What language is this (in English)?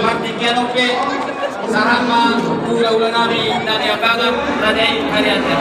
Batak Toba